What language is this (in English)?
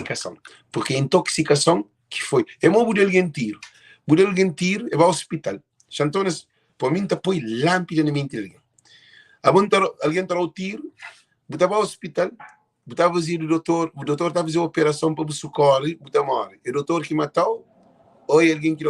Kabuverdianu